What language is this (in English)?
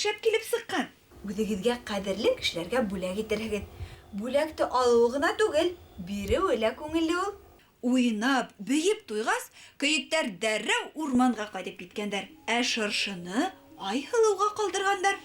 Bashkir